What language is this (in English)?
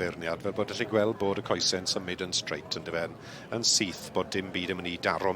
Welsh